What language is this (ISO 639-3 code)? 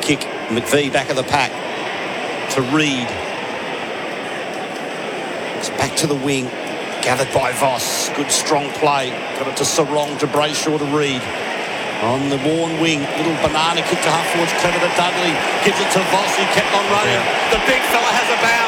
eng